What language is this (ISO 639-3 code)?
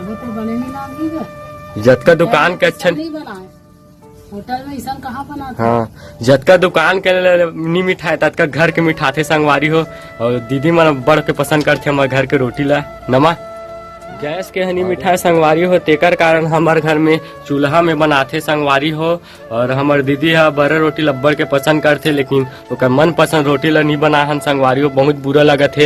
hne